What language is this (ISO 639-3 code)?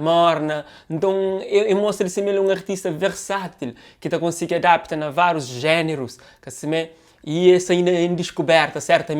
kea